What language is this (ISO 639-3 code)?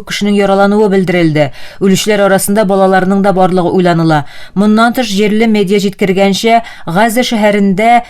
tat